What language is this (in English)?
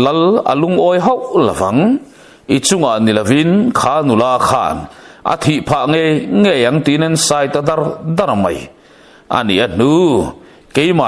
Mizo